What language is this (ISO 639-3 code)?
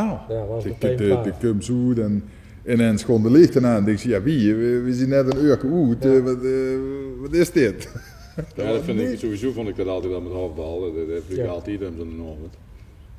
lim